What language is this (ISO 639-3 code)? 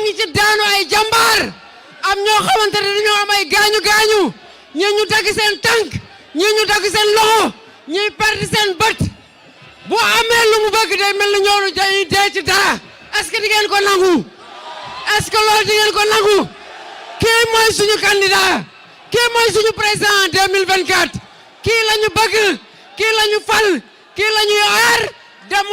wol